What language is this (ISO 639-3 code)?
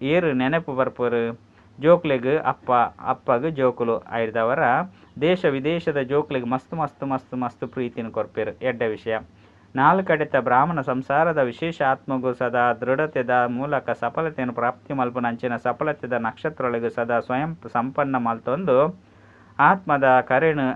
tcy